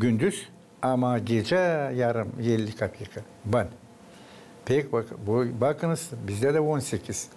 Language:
Gagauz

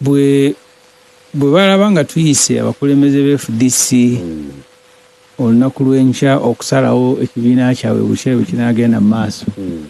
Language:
Ganda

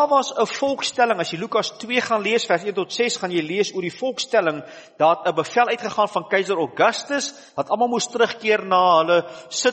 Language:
Afrikaans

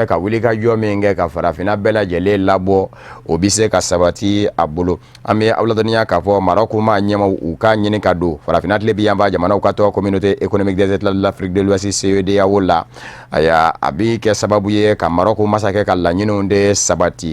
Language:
Bambara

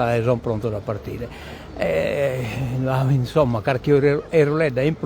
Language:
Sardinian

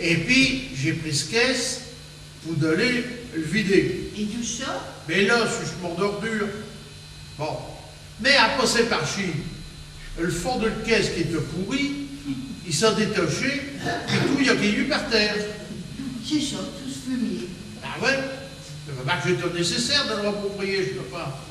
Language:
Picard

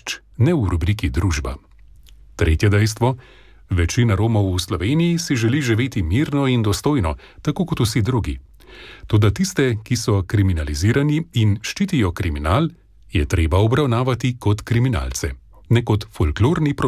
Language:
Slovenian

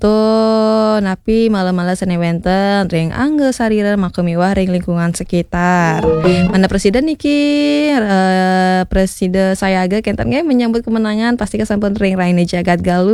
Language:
Balinese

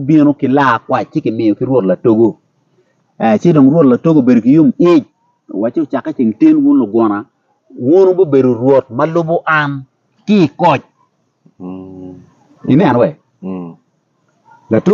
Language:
Acoli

